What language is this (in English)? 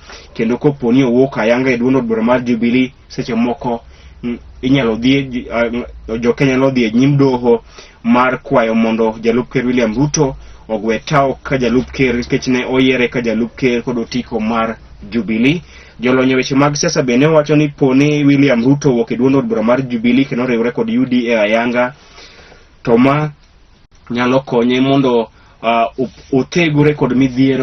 Luo (Kenya and Tanzania)